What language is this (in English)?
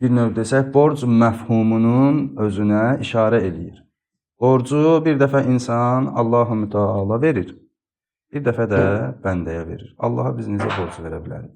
Azerbaijani